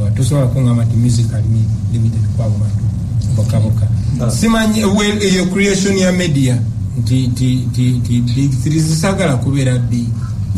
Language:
Ganda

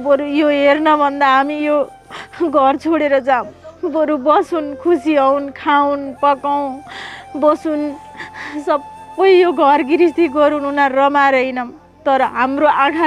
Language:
Nepali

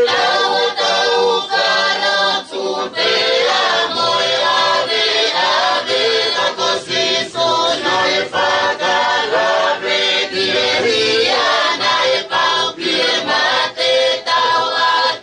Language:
Tongan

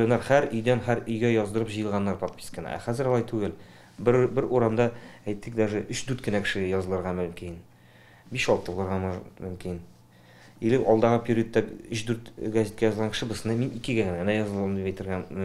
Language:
Tatar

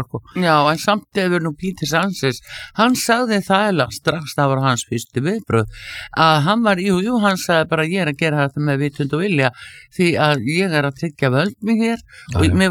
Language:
Icelandic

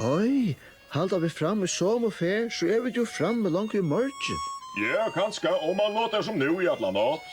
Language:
Faroese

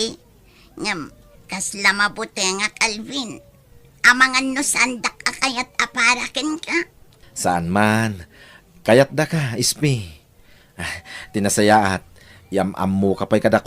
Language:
Iloko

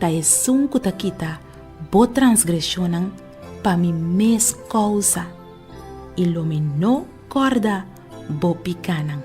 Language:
Papiamento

